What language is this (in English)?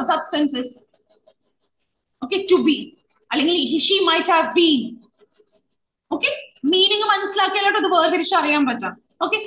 Malayalam